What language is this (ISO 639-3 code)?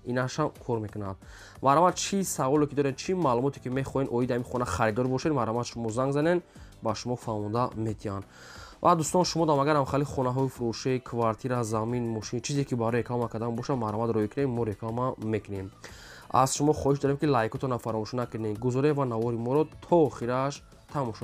tgk